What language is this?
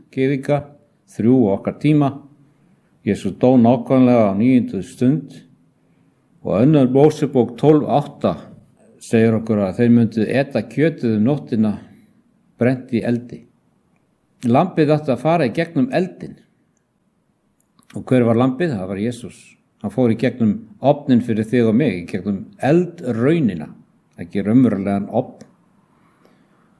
Icelandic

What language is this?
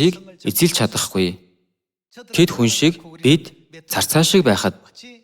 Mongolian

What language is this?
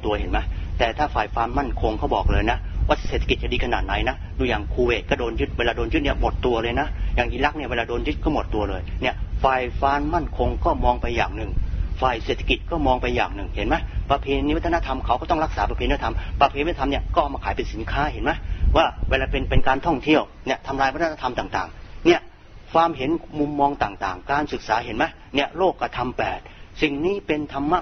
Thai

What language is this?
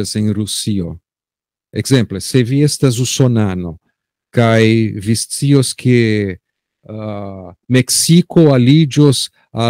Esperanto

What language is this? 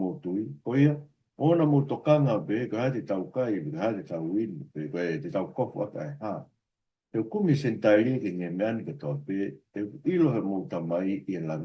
Tongan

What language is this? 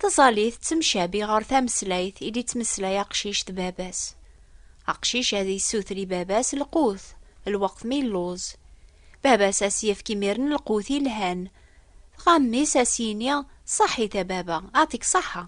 Kabyle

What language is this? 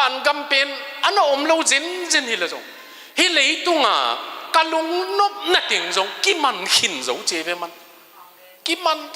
Tedim Chin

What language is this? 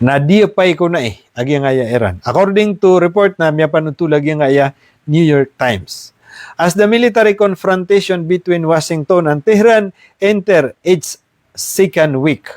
Maranao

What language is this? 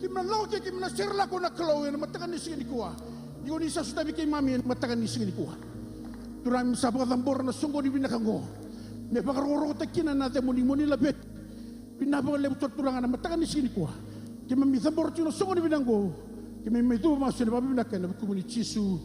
Fijian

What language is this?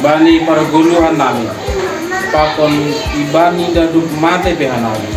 Batak Simalungun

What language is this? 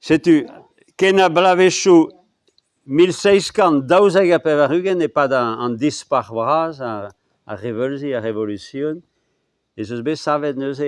Breton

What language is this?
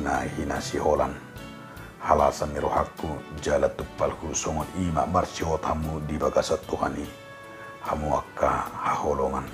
Batak Toba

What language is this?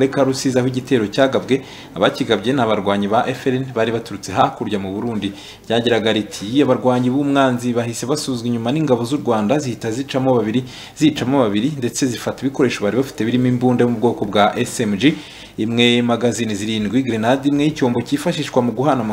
Kinyarwanda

